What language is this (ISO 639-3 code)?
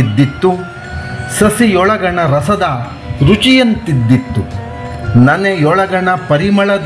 kan